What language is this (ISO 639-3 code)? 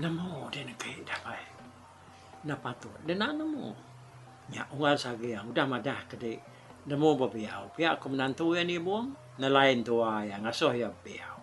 iba